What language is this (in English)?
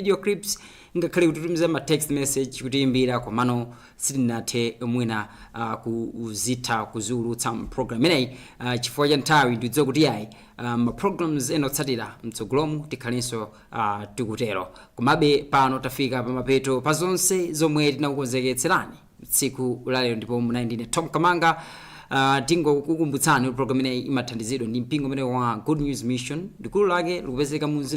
Nyanja